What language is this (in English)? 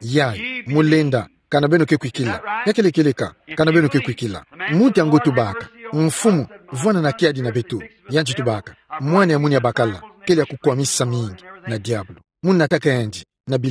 Kituba (Democratic Republic of Congo)